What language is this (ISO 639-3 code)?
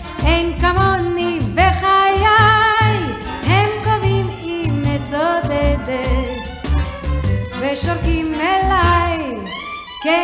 heb